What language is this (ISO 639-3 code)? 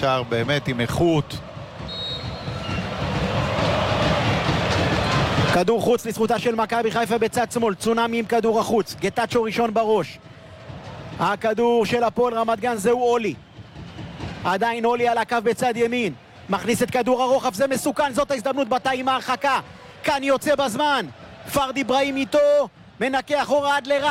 heb